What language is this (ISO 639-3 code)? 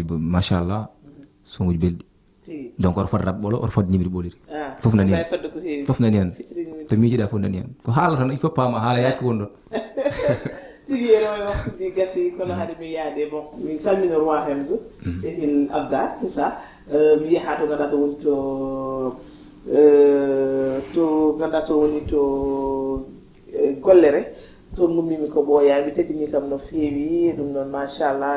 ful